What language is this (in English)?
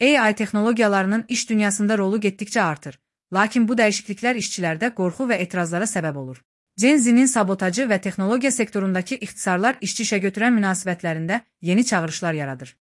Azerbaijani